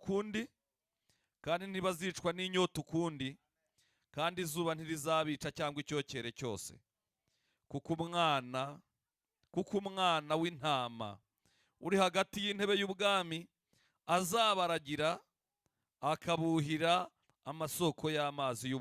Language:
Kinyarwanda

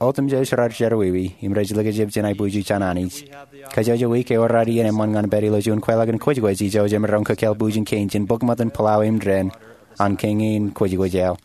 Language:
Marshallese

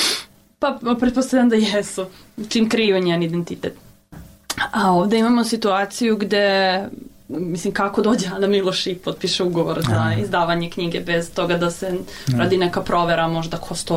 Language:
Serbian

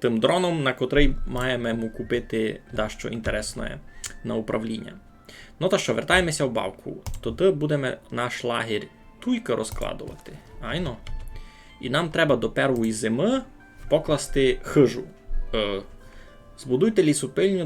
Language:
Rusyn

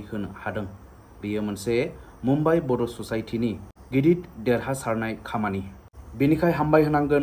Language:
Bodo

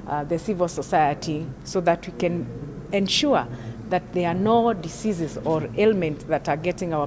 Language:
Luo (Kenya and Tanzania)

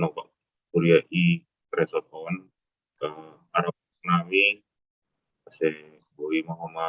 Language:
Batak Simalungun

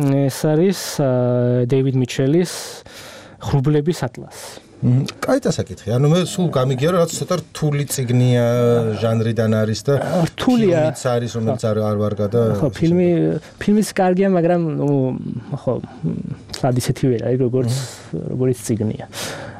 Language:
Georgian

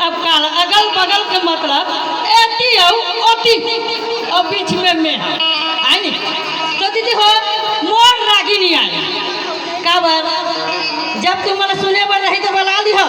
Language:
Chhattisgarhi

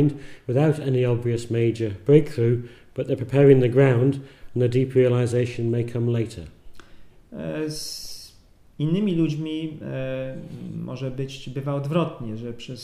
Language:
Polish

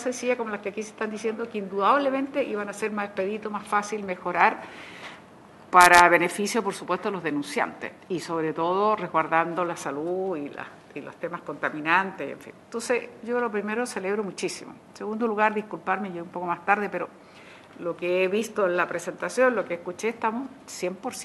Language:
Spanish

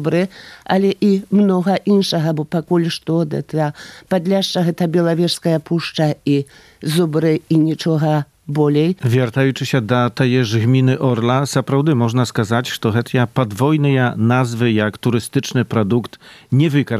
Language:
Belarusian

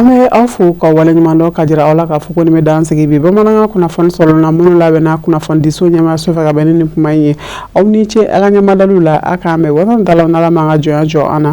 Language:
Bambara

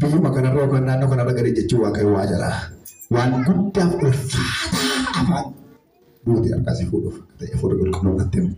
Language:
Oromo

